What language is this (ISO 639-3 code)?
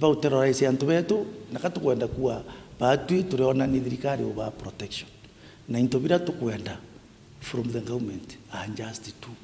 mer